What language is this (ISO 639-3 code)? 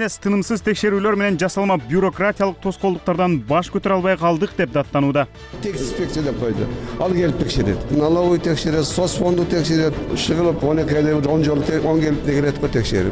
kir